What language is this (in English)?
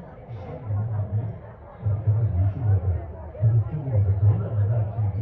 Tibetan